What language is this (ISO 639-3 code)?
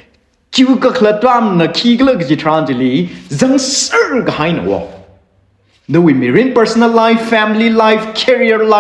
nmf